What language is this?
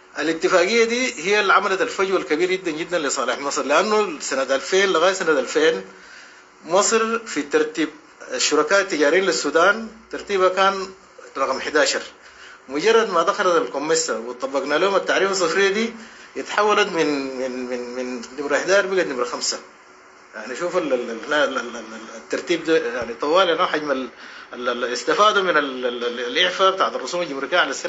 Sudanese Arabic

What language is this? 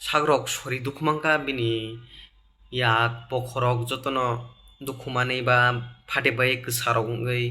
Kok Borok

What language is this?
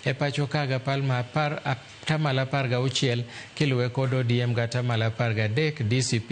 Luo (Kenya and Tanzania)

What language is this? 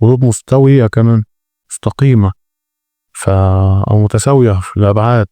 Egyptian Arabic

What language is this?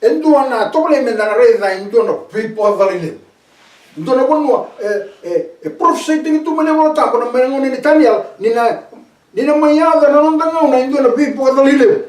Fijian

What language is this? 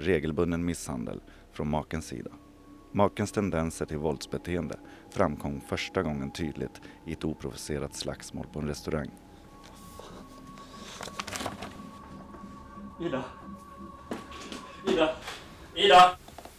Swedish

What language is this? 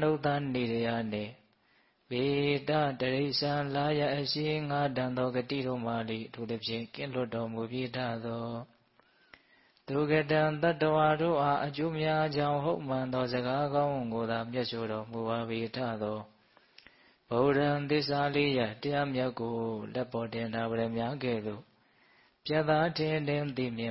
Burmese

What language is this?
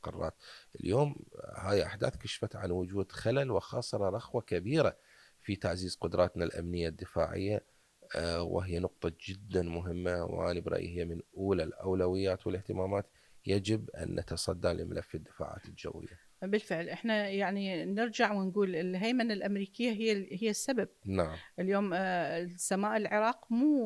Mesopotamian Arabic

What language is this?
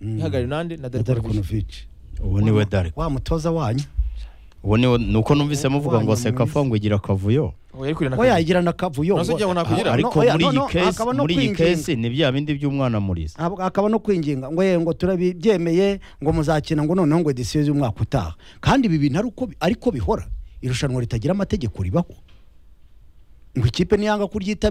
Kinyarwanda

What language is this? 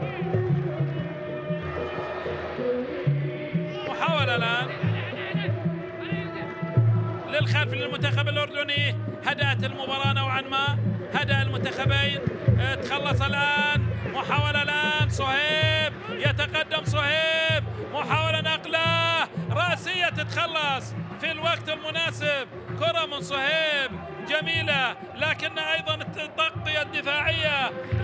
Arabic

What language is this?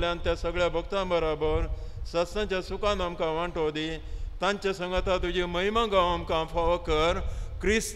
Konkani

